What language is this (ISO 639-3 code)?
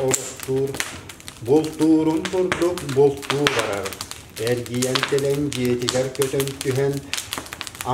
sah